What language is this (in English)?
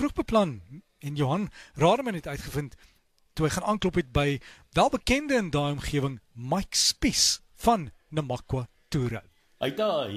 Afrikaans